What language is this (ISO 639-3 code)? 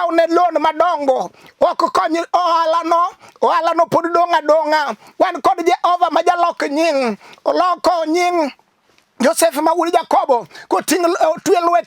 luo